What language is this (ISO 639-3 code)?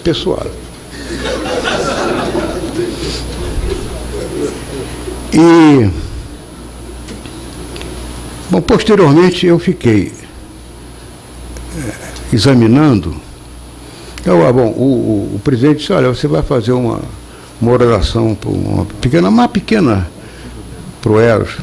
por